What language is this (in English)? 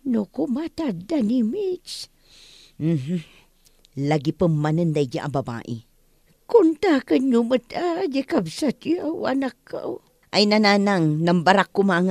Iloko